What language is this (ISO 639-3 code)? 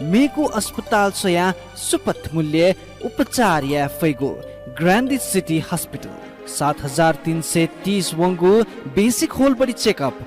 new